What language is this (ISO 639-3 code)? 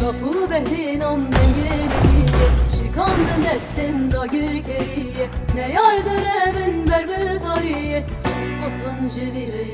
kur